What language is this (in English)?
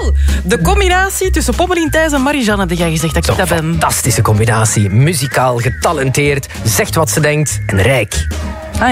Dutch